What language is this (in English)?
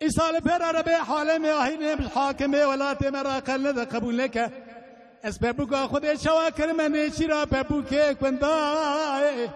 Kurdish